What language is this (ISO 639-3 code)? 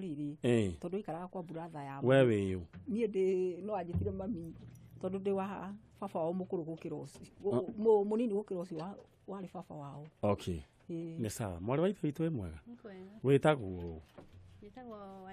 kik